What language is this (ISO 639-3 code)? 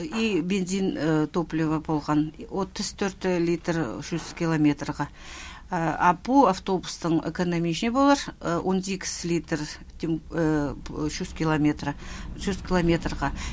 kjh